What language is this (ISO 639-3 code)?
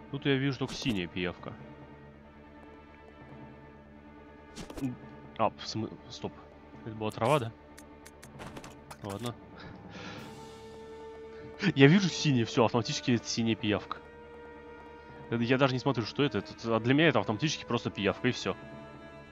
rus